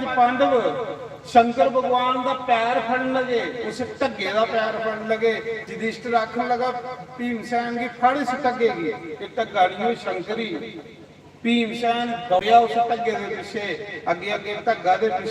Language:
Dogri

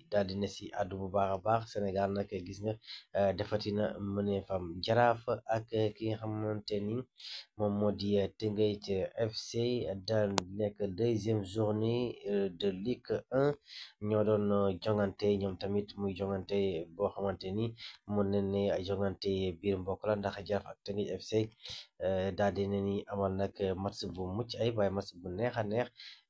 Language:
Wolof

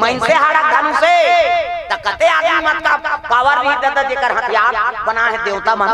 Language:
Chhattisgarhi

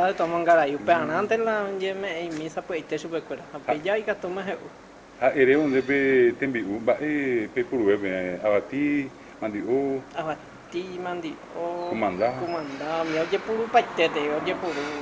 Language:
Guarani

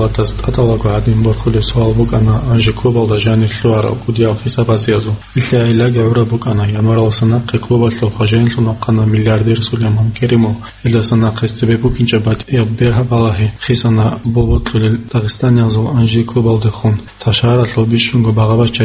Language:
Avaric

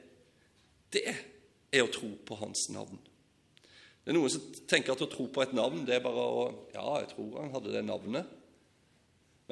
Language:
Norwegian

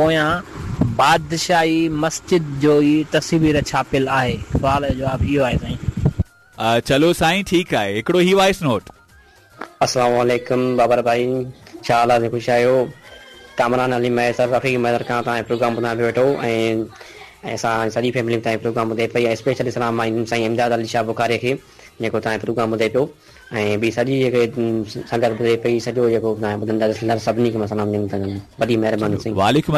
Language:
Sindhi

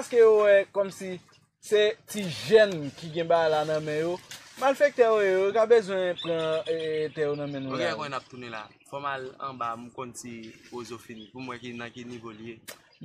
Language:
Haitian Creole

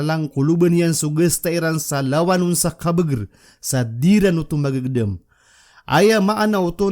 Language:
Maranao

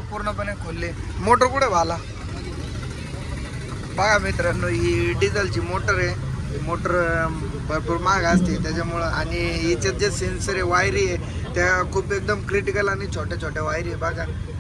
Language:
Marathi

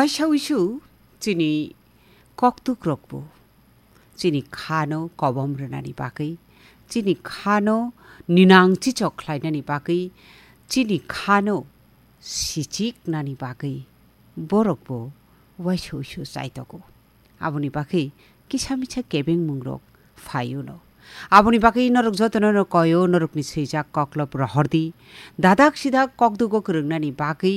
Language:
Kok Borok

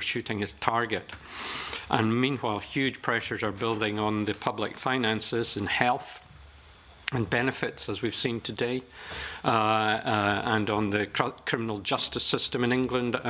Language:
English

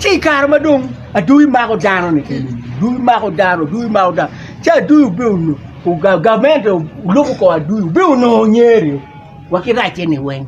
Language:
Acoli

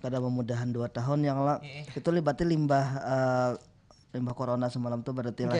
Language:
Banjar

